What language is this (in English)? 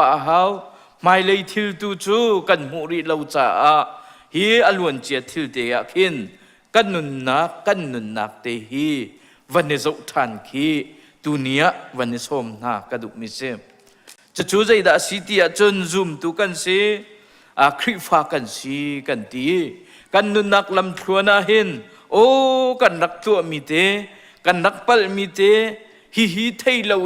Hakha Chin